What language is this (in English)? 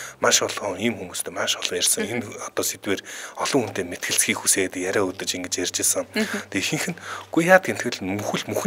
Mongolian